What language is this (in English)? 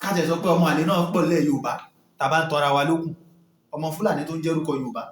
Yoruba